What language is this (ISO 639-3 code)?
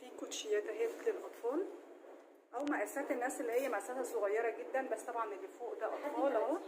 arz